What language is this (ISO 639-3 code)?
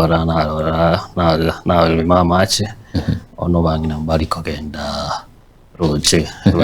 guz